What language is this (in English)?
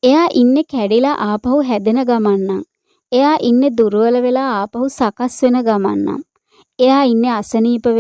Sinhala